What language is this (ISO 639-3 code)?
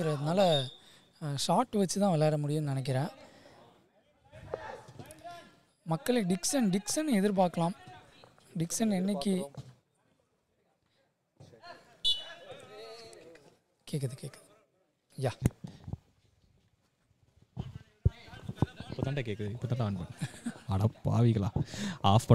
tam